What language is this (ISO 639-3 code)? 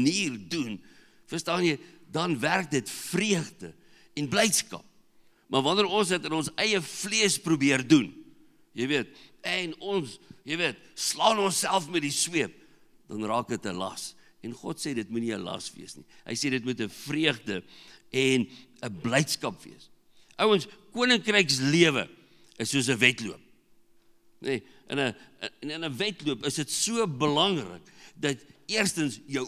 afr